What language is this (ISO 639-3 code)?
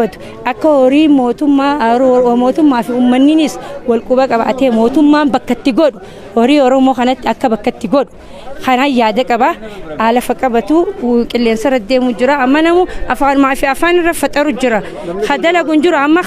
orm